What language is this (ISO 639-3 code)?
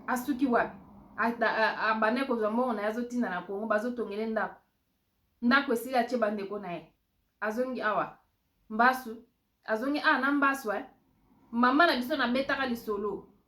lin